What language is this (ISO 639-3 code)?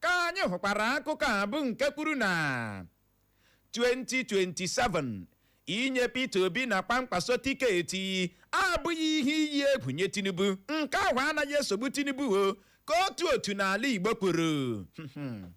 ibo